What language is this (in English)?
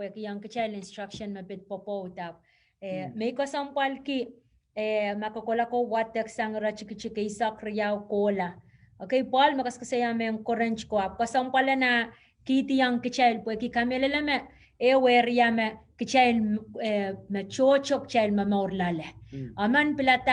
Pohnpeian